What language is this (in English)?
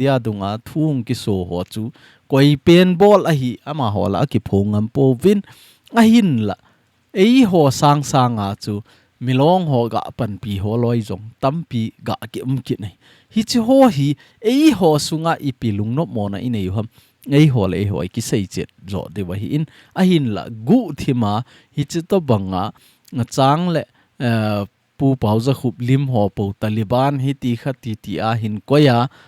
Thado Chin